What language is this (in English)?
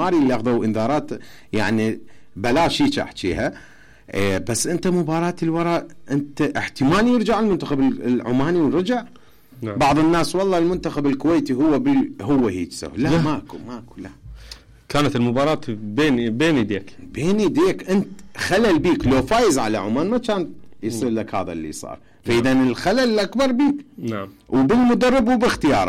Mesopotamian Arabic